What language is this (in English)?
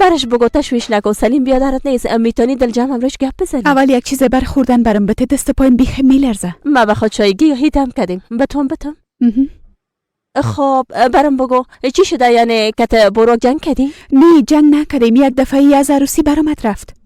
Persian